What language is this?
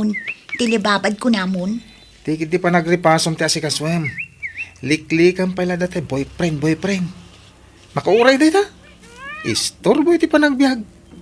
Iloko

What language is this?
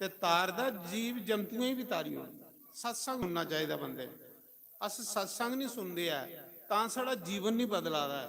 Dogri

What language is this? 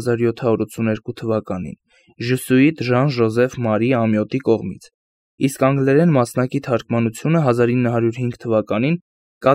Armenian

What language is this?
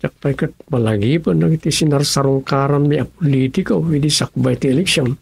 Iloko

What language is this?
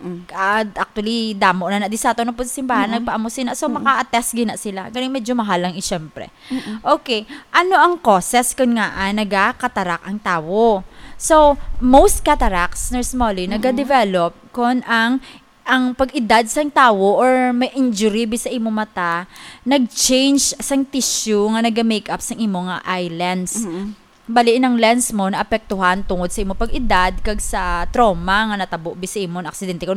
Hiligaynon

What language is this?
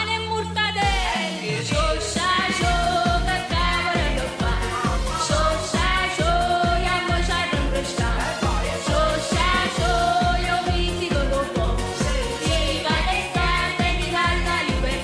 Neapolitan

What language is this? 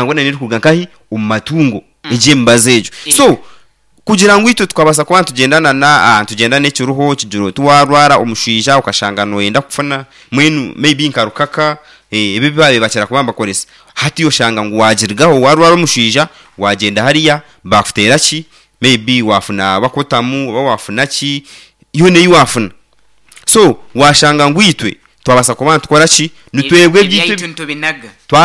Nyankole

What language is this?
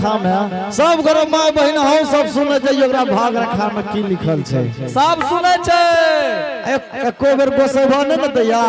Angika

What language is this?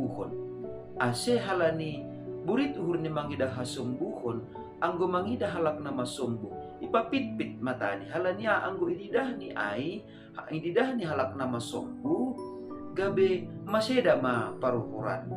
Batak Simalungun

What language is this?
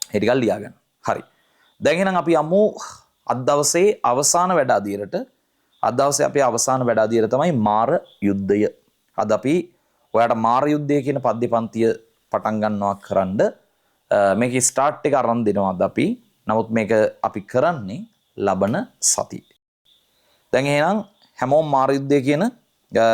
Sinhala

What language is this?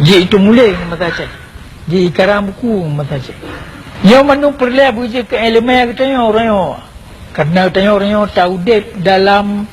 Achinese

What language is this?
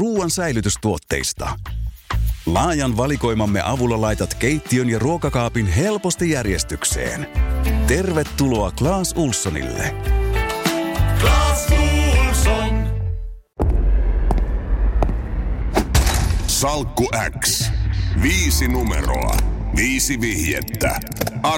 Finnish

